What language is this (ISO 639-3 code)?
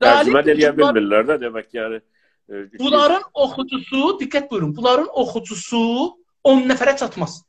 azb